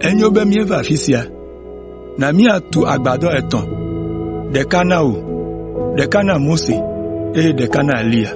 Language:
Ewe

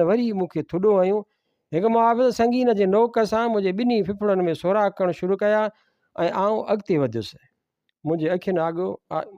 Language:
Sindhi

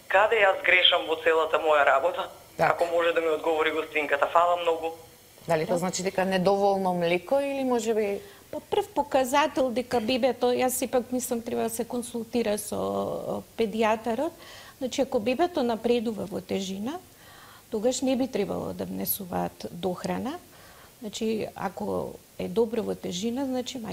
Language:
Macedonian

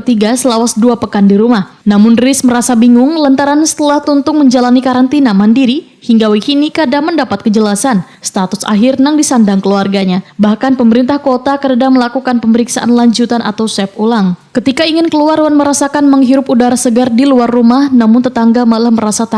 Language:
Banjar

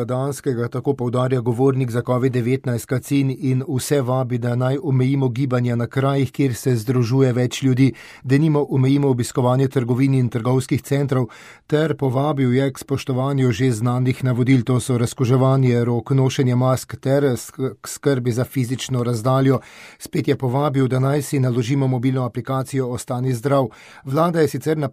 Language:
Slovenian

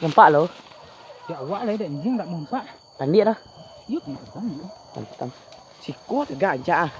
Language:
Minangkabau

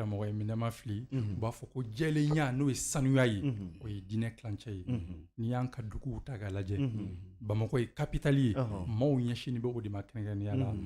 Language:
Bambara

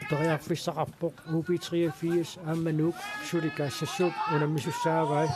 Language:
Kalaallisut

